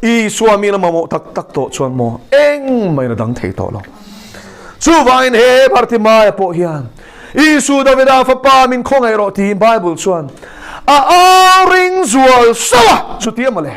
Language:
Mizo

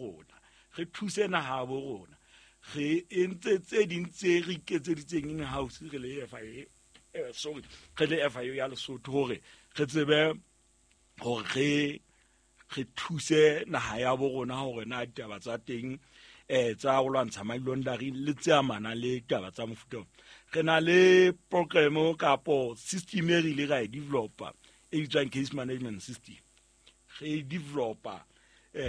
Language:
Southern Sotho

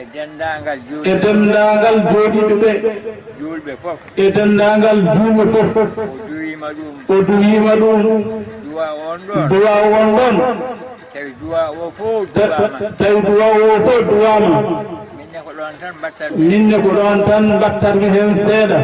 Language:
Fula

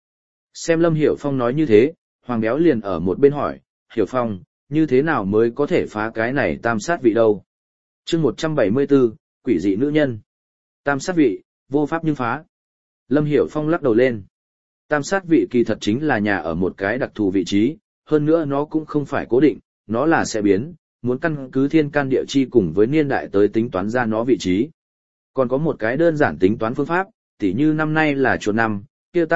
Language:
Vietnamese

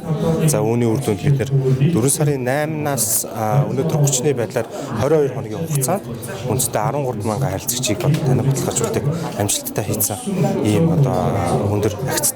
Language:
Mongolian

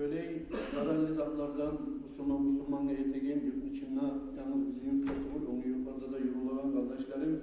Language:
Kumyk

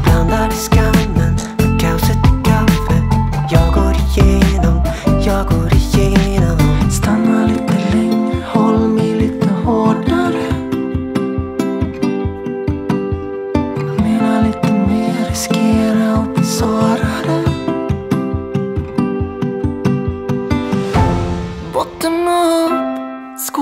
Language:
Swedish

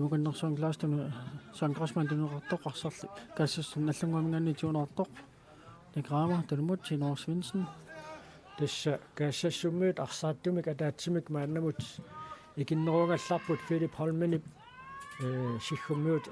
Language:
Kalaallisut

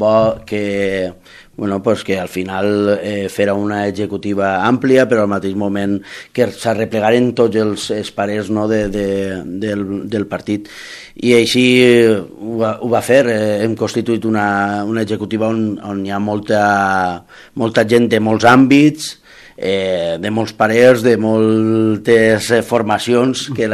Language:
Catalan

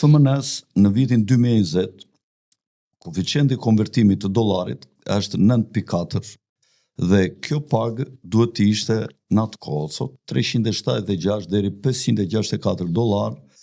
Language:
Albanian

